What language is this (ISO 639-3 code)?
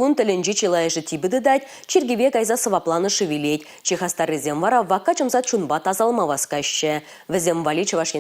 chv